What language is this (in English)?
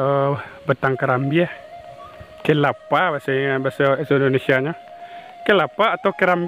Minangkabau